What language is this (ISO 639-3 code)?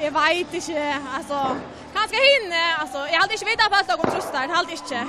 fao